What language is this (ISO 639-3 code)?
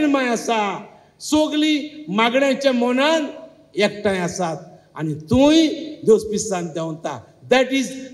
kok